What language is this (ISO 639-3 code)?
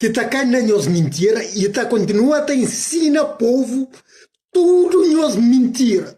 kea